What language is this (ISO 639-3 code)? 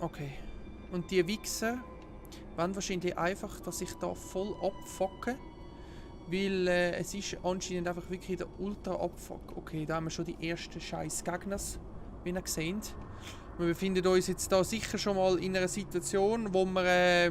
gsw